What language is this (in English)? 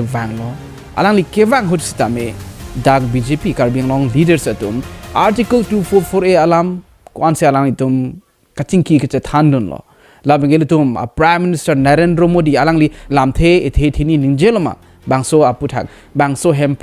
Karbi